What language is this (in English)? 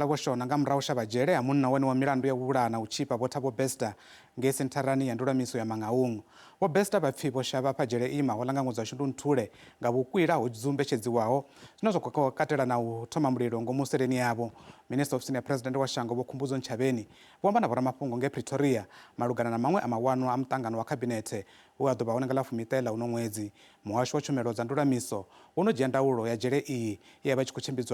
Venda